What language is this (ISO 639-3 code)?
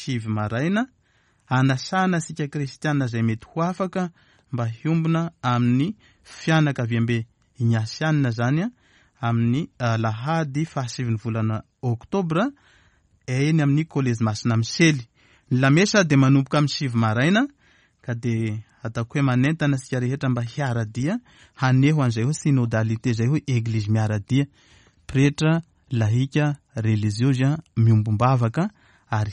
mlg